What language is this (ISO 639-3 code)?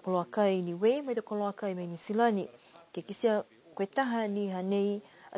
niu